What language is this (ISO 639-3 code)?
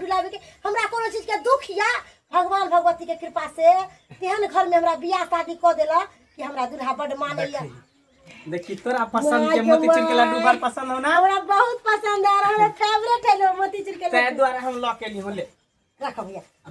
mai